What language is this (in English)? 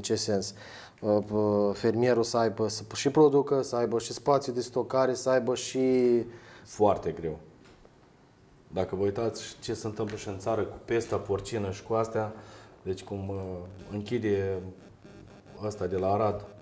Romanian